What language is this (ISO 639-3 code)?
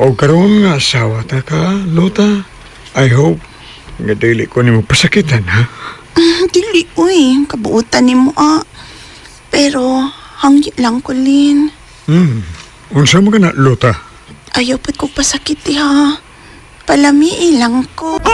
ceb